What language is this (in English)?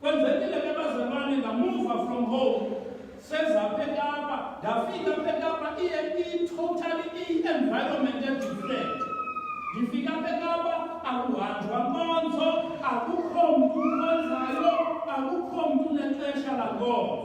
Xhosa